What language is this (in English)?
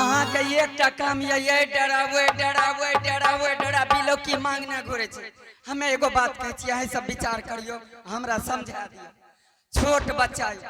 Angika